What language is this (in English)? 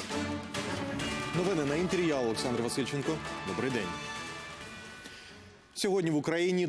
Ukrainian